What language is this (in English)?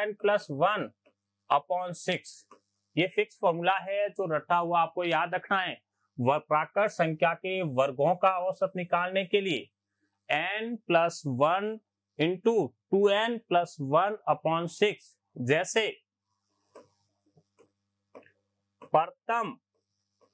Hindi